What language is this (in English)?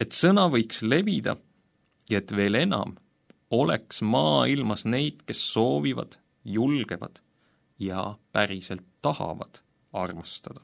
Estonian